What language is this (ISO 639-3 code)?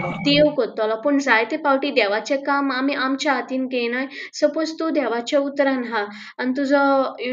kok